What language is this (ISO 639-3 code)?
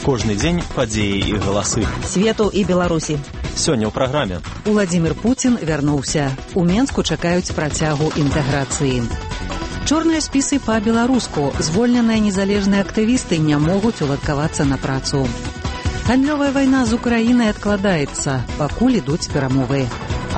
bel